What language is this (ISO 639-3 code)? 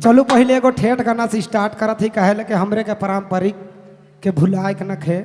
sck